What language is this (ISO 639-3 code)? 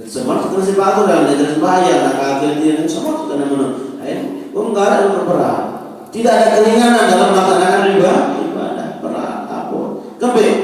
sas